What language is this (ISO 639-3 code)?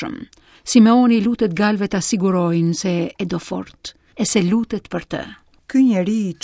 sqi